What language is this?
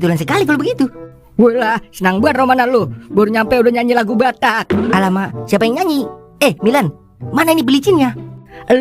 Betawi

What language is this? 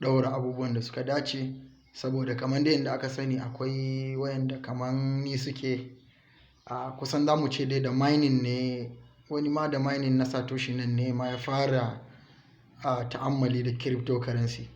Hausa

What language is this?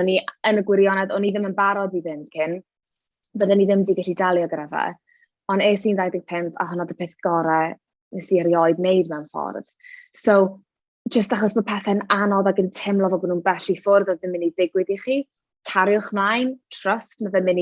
Welsh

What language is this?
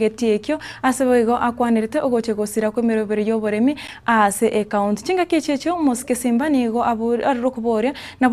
Gusii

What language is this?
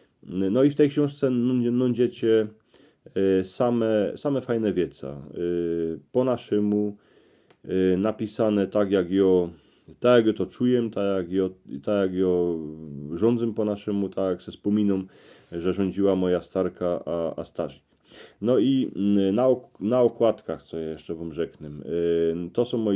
Silesian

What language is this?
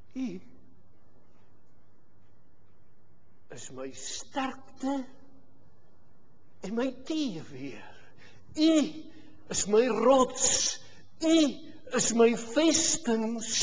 Afrikaans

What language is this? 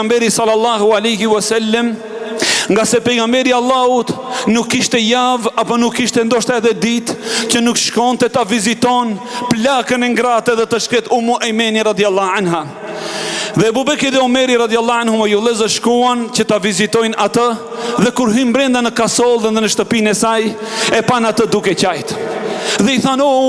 Albanian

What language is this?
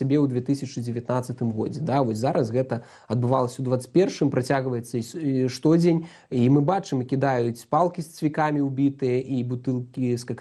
Belarusian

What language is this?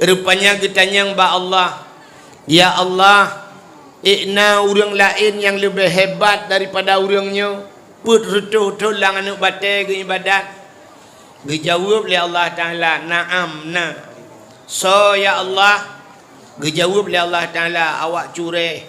Achinese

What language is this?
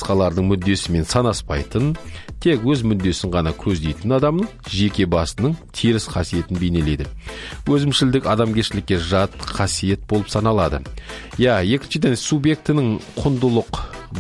Kazakh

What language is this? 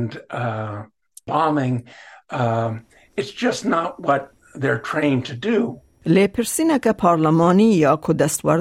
Kurdish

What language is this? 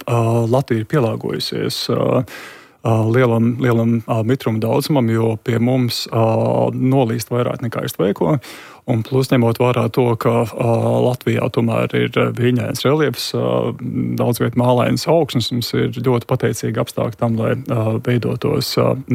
Latvian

